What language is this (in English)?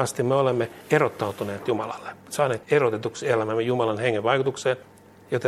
Finnish